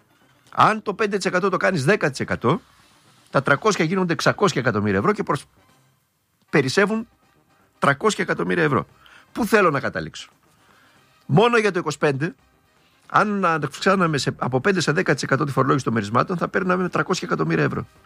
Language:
Greek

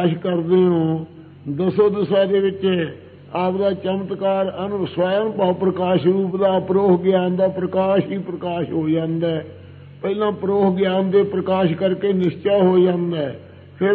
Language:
Punjabi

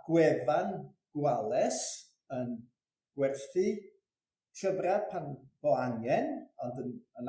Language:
Welsh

